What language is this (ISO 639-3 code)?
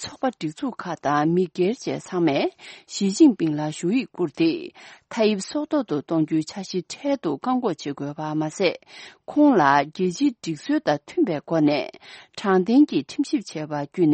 bod